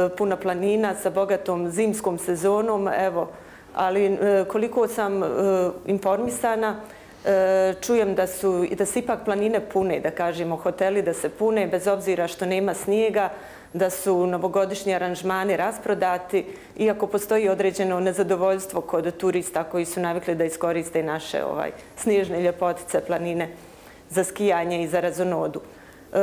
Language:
Bosnian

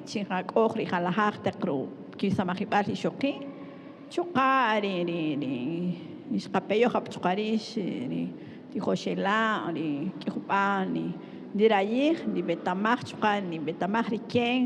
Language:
Kaqchikel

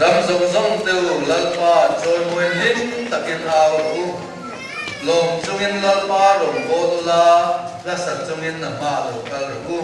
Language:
Mizo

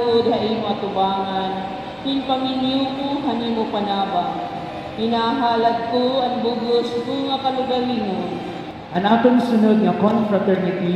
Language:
Waray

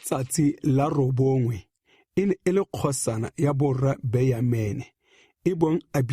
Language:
Tswana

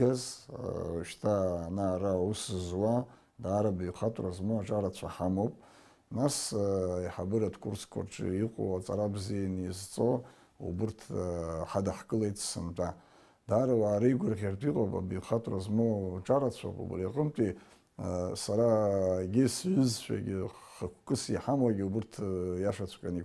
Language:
Abkhazian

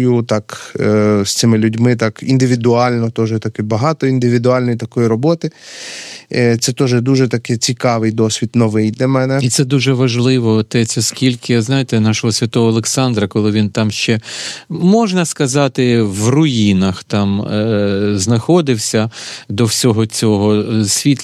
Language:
Ukrainian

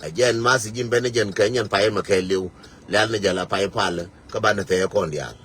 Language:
Nuer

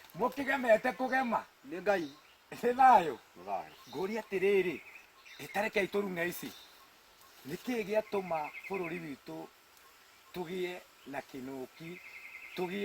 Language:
Kikuyu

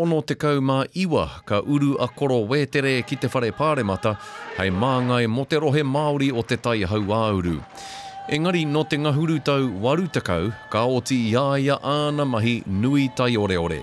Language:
Māori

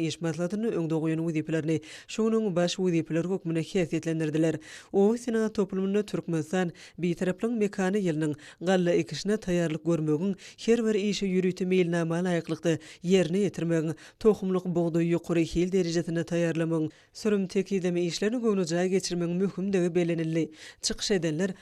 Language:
Turkmen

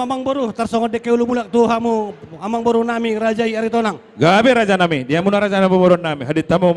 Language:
Batak Toba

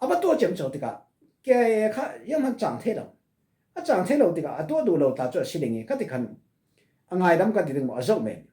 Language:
Falam Chin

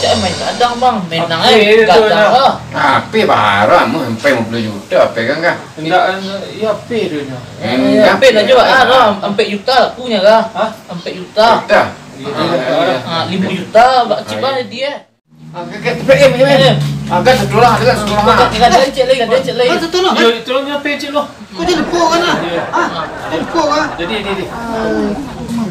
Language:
Minangkabau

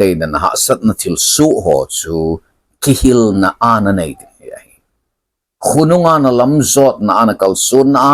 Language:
Thado Chin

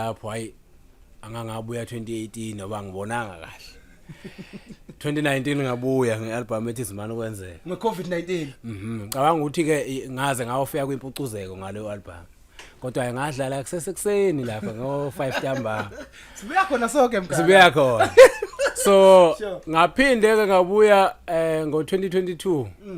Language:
Zulu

